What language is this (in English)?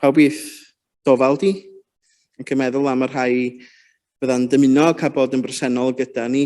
Welsh